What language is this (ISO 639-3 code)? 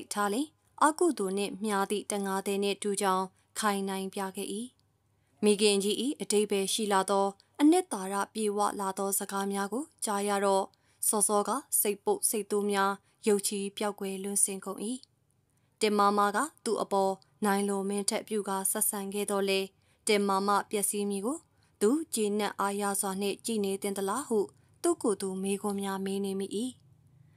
mya